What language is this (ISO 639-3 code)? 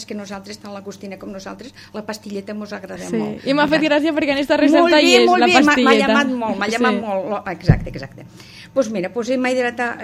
cat